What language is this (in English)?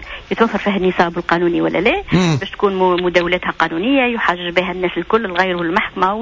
Tunisian Arabic